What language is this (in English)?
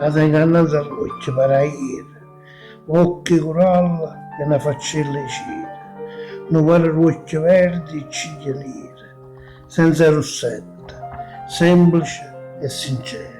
Neapolitan